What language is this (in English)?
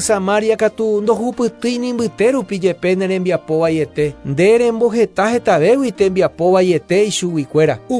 Guarani